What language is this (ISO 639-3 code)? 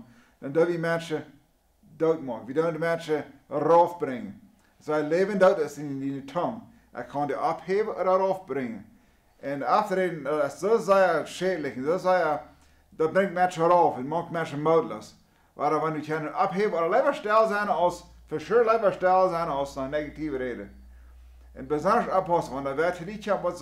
pdt